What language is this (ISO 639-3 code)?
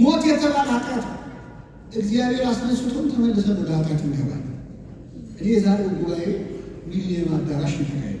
amh